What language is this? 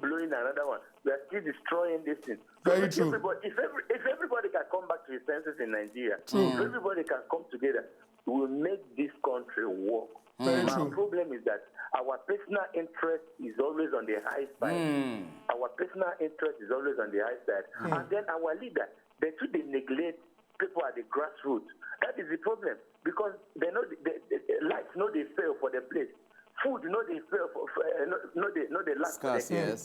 Nigerian Pidgin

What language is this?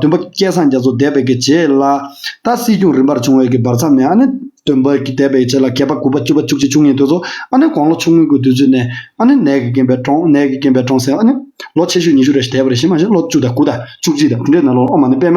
Tibetan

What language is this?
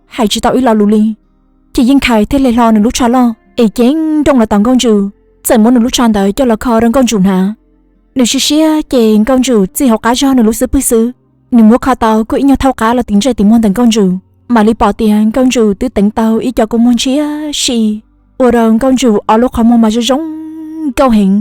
Hmong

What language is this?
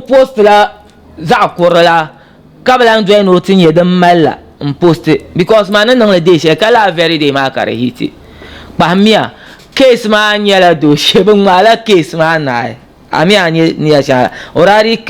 Dagbani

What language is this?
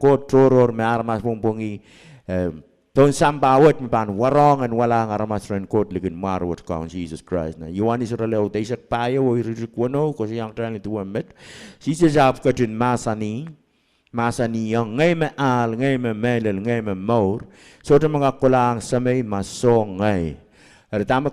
Pohnpeian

